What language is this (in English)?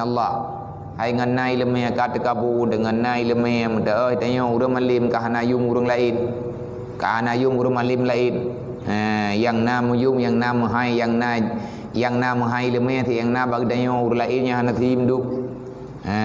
Achinese